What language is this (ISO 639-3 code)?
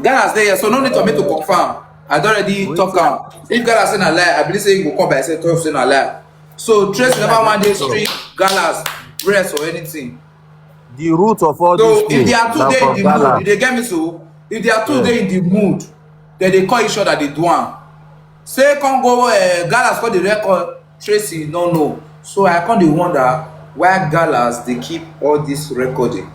pcm